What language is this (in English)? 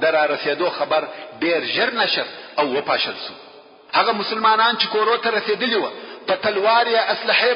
Pashto